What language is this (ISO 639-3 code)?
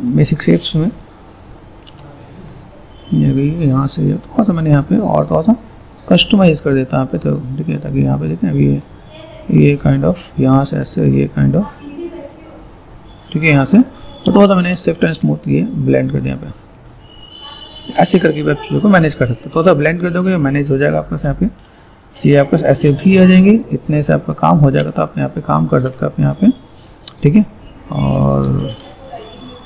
hin